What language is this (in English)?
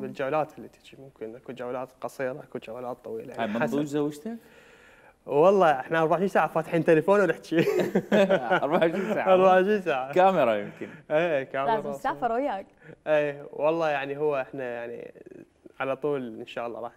Mesopotamian Arabic